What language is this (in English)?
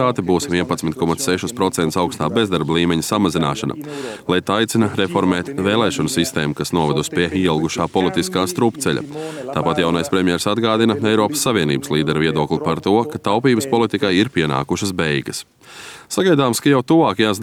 Latvian